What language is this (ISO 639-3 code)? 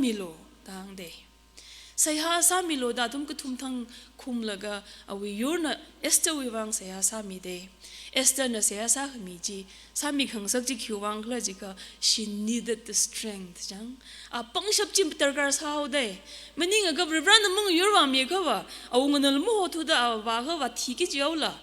nmf